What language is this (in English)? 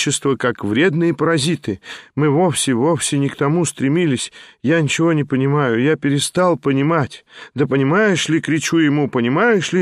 Russian